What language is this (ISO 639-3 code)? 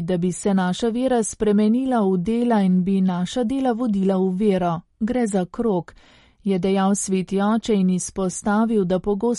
slv